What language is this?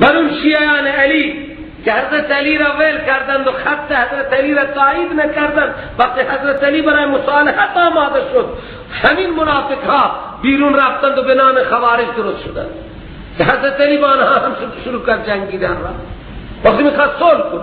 Persian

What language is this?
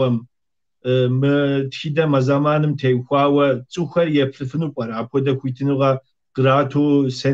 Kabardian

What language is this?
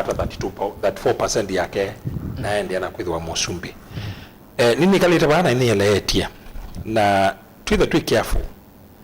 Kamba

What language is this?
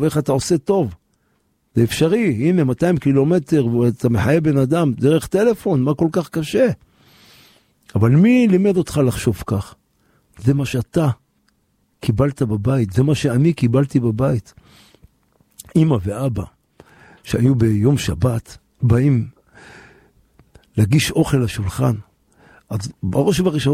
Hebrew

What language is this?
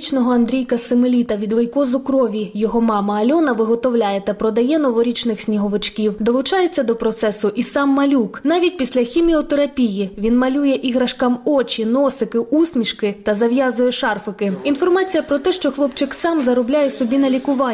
Ukrainian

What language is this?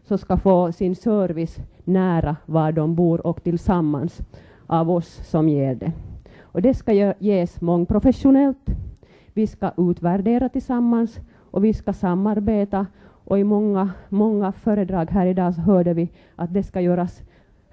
Swedish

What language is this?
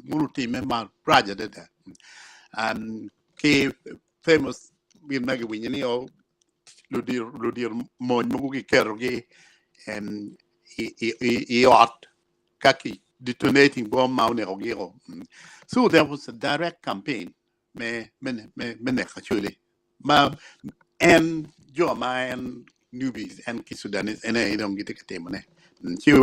Acoli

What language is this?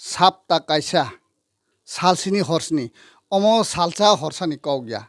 Kok Borok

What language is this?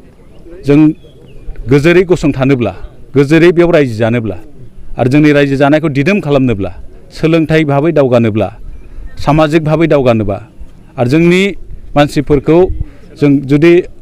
Bodo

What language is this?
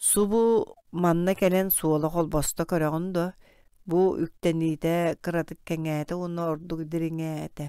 Yakut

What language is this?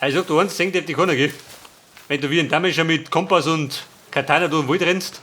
Bavarian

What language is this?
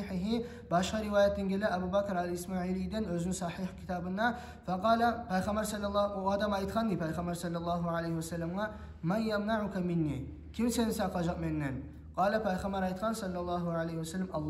Kumyk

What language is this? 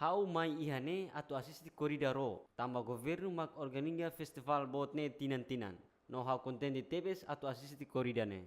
Tetum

